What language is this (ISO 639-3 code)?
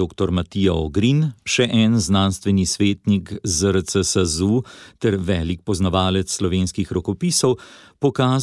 slv